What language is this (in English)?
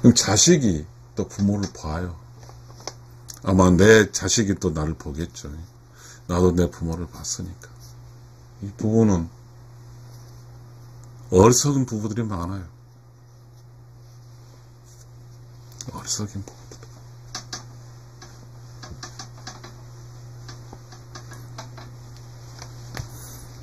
Korean